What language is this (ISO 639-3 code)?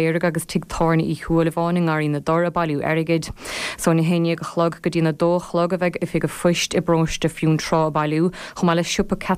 gle